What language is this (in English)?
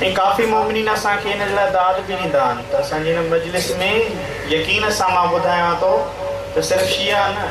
Sindhi